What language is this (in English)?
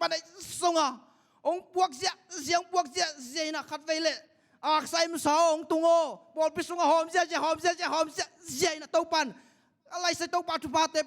Tedim Chin